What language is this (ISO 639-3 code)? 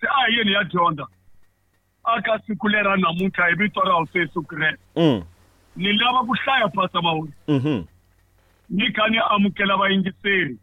tso